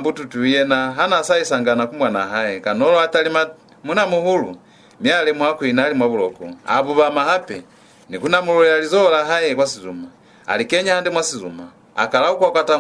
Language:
Lozi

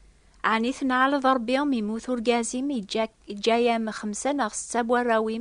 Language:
Kabyle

